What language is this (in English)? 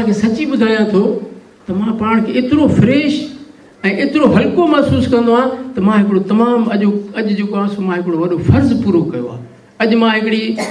Sindhi